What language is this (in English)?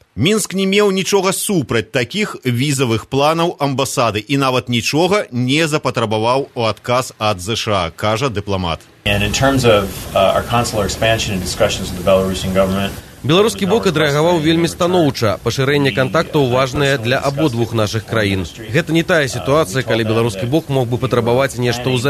Belarusian